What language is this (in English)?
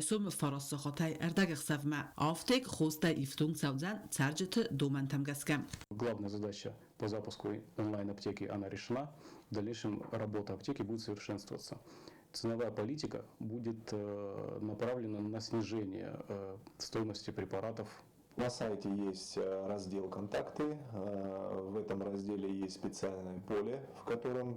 Ossetic